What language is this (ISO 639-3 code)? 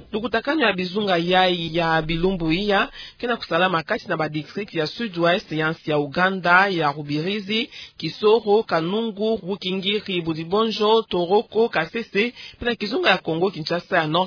ktu